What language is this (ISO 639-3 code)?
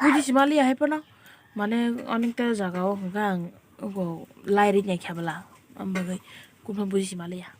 trp